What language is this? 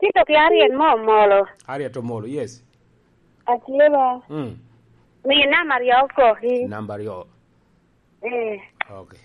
Lango (Uganda)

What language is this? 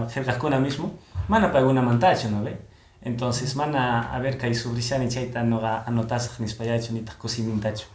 Quechua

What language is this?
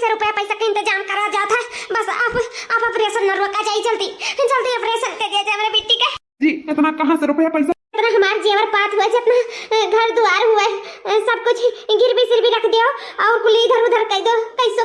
Awadhi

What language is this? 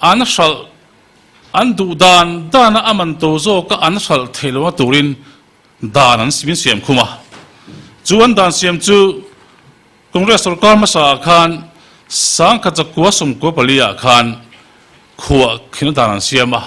Mizo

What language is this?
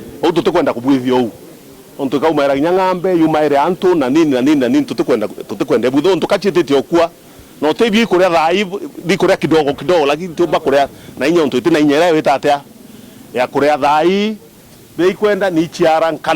Meru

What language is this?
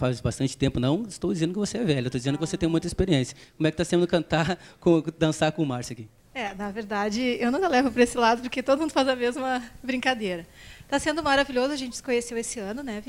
Portuguese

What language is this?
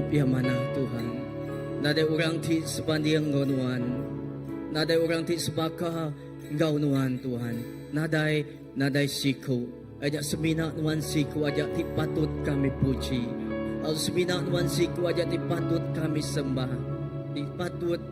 Iban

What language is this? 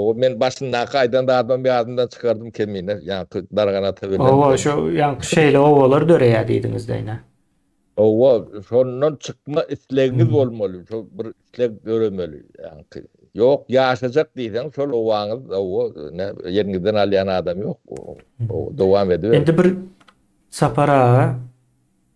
Turkmen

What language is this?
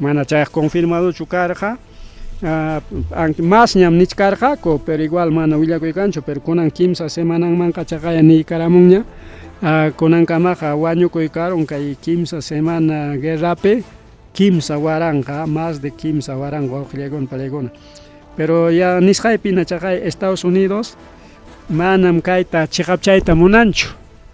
Ayacucho Quechua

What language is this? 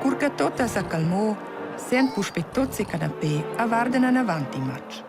Romansh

